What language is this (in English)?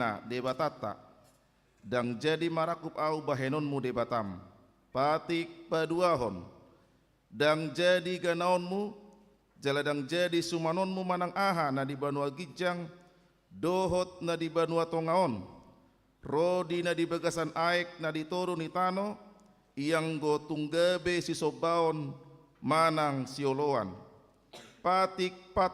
Batak Toba